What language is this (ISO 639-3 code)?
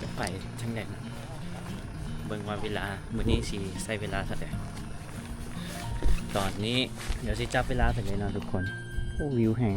lao